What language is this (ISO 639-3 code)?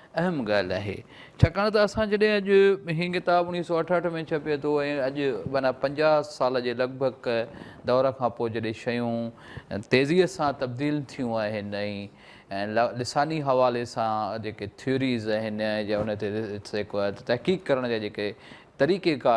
snd